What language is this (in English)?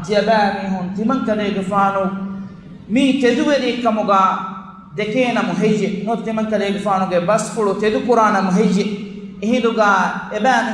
Divehi